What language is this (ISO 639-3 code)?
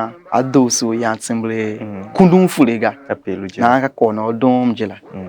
tiv